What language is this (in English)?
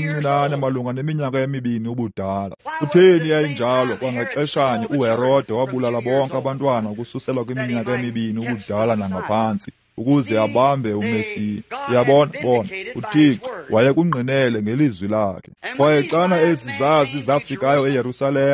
Xhosa